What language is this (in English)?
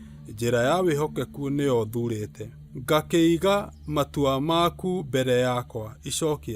Kikuyu